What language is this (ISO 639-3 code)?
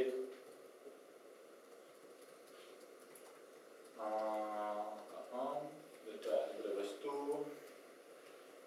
ces